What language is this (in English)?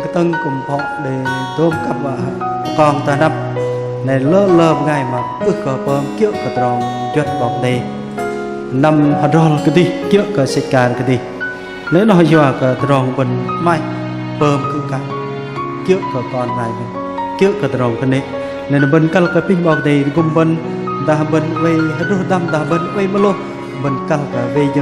Bahnar